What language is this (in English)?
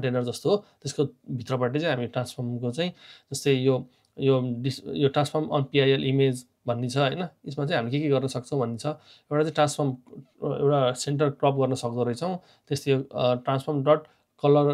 Nepali